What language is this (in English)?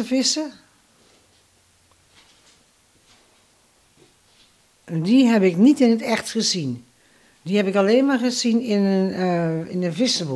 Dutch